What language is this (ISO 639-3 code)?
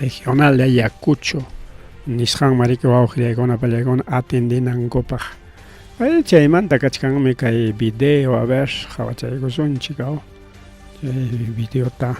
quy